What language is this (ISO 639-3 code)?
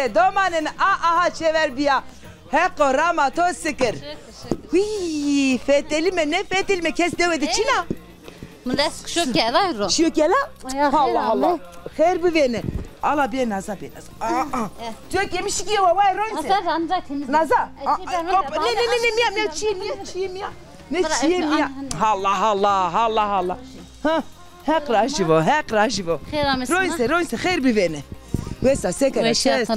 zza